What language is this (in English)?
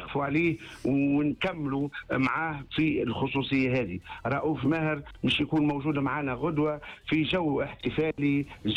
Tunisian Arabic